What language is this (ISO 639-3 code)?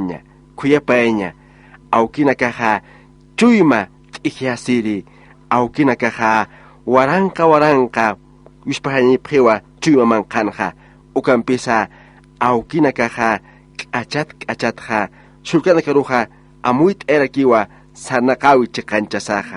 aym